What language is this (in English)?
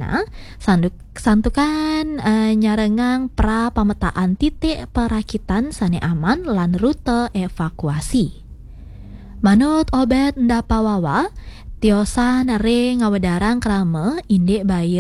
Balinese